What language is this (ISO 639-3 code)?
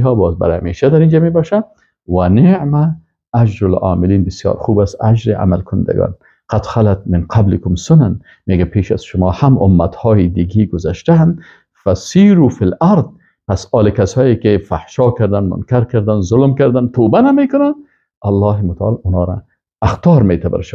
fas